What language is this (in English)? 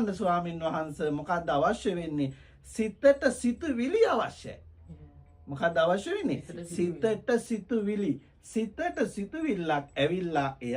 Sinhala